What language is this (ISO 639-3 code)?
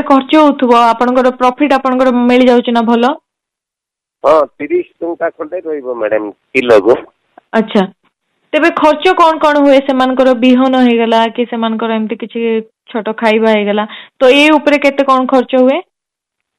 ori